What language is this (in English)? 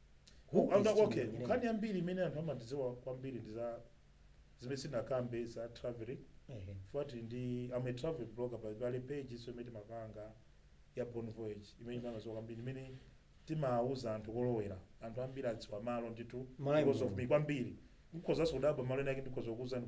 Nyanja